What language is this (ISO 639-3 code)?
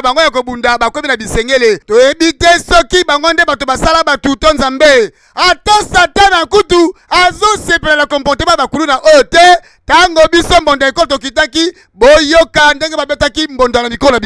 lin